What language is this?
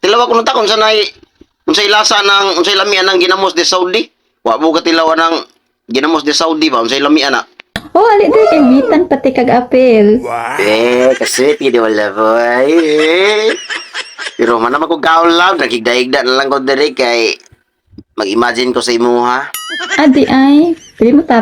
Cebuano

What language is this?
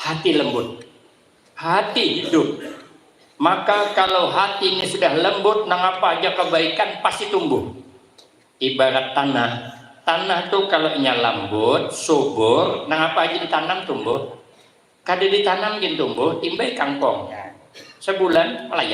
Banjar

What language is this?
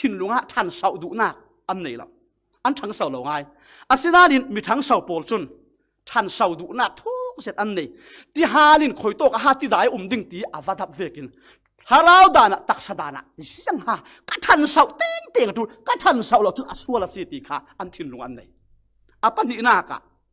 Falam Chin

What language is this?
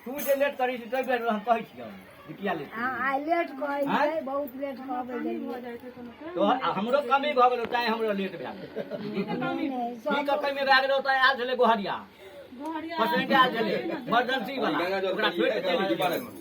Maithili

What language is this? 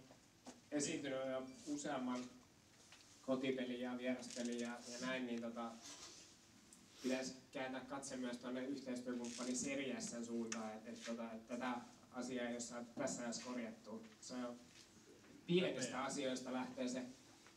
Finnish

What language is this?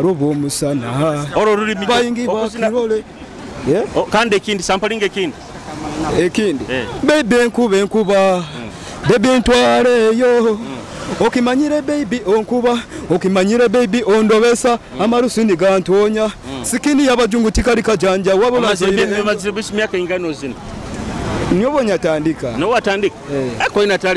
Nyoro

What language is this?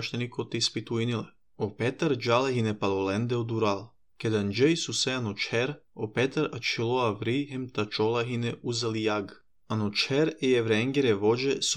Serbian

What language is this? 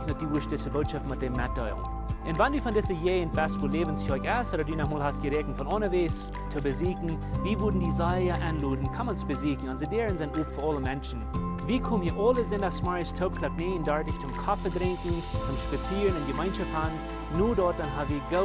Plautdietsch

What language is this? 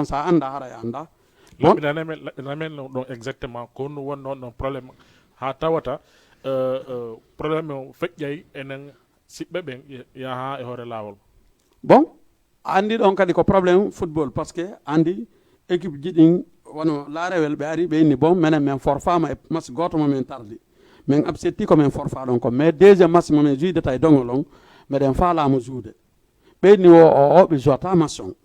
Fula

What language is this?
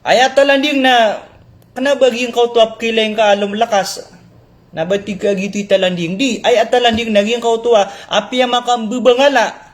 Maranao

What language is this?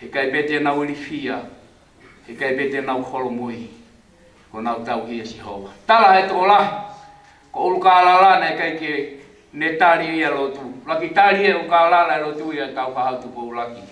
Tongan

